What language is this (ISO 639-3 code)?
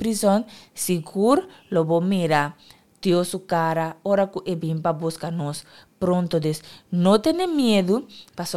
pap